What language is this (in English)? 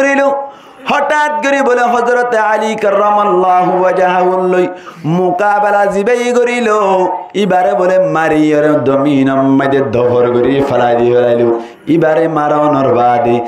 Rohingya